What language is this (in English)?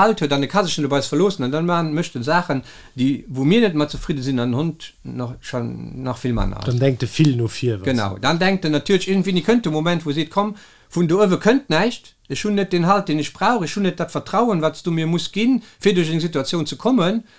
Luxembourgish